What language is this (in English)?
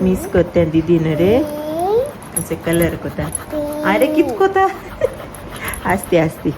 Konkani